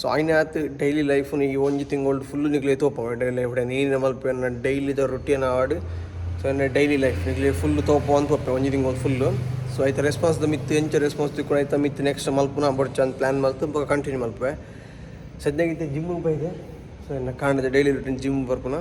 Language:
Tulu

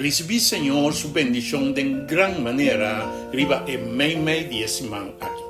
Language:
Papiamento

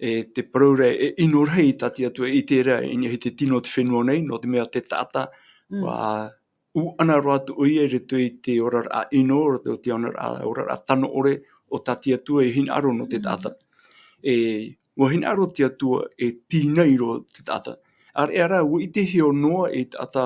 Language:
Tahitian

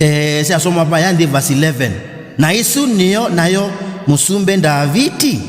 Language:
Kamba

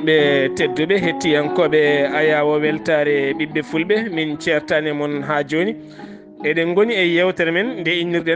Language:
Fula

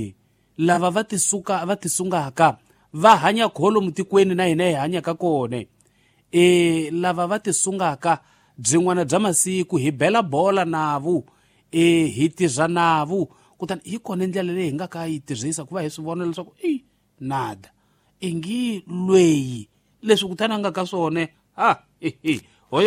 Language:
Tsonga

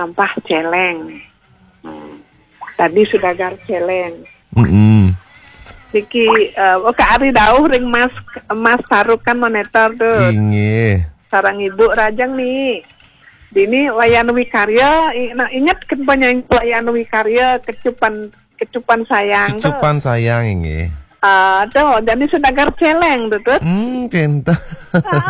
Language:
Balinese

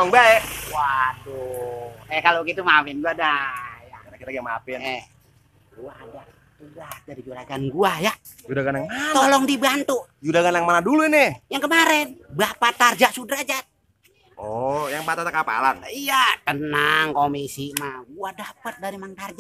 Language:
Betawi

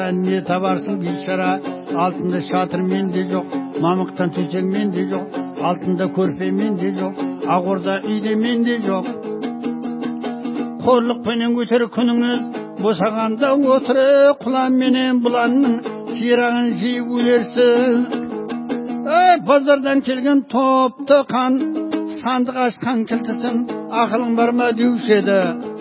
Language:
Kazakh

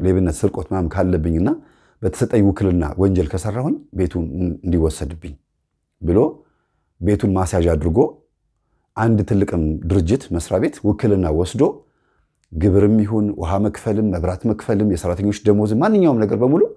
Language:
Amharic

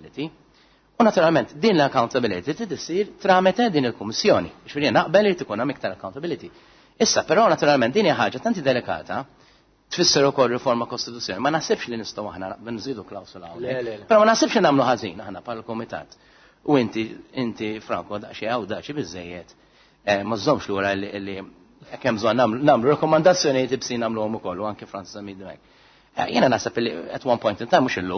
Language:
Maltese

